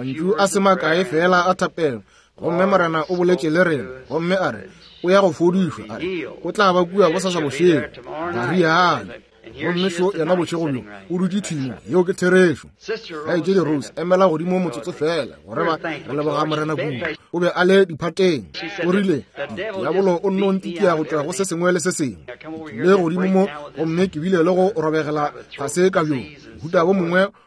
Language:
Northern Sotho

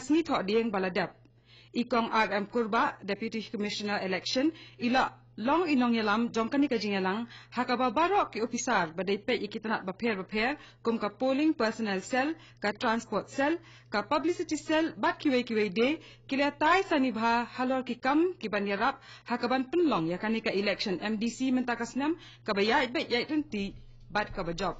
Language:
Khasi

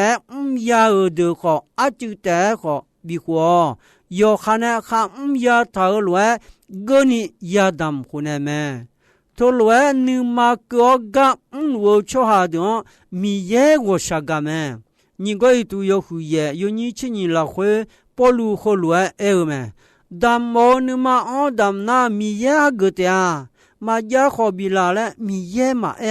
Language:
Akha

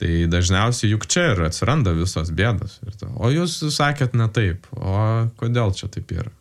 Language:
Lithuanian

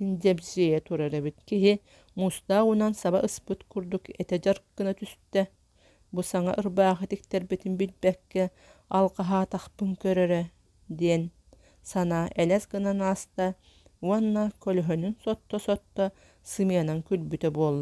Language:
Yakut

